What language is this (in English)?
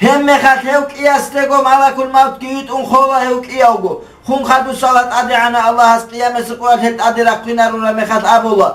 Avaric